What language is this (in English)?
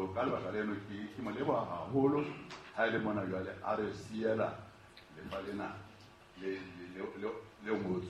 Southern Sotho